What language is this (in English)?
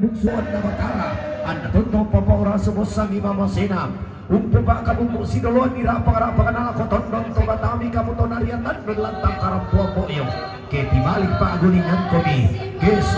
Toraja-Sa'dan